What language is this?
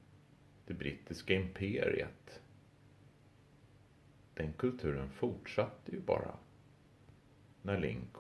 Swedish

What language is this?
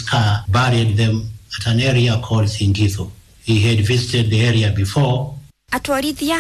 Kikuyu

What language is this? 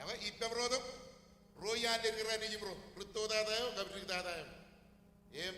Marshallese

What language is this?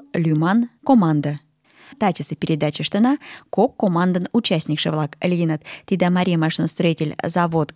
Mari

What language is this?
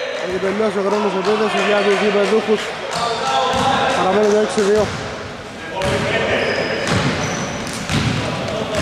Greek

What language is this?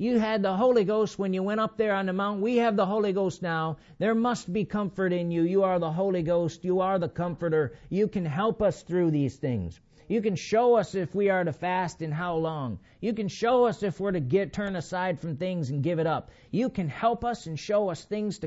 English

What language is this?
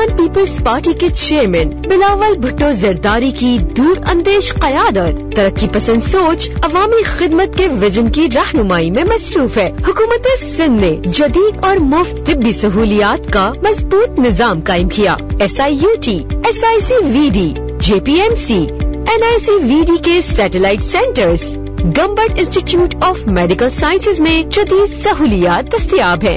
Urdu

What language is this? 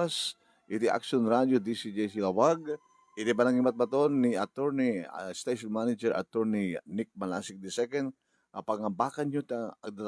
Iloko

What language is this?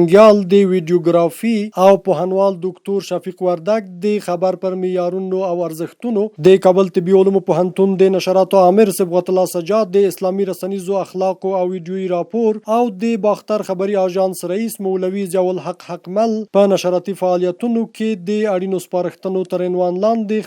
Pashto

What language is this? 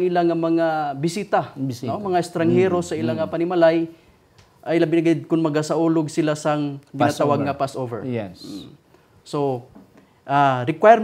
Hiligaynon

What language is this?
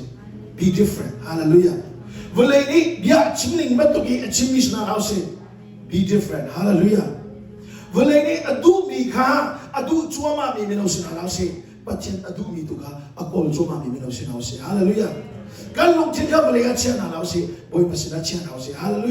Hakha Chin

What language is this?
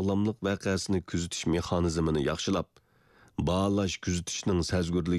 Uyghur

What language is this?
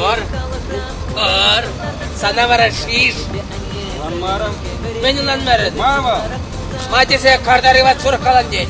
Chuvash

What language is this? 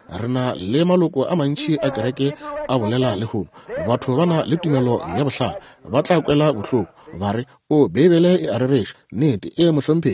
Northern Sotho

